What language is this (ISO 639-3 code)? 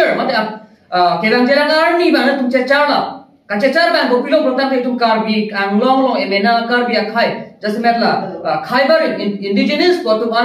mjw